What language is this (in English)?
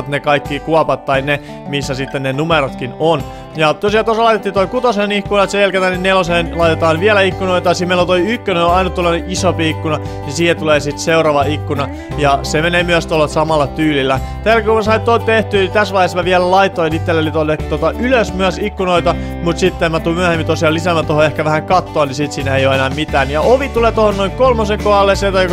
Finnish